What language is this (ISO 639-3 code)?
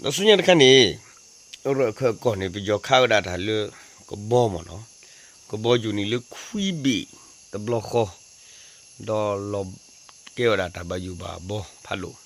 ksw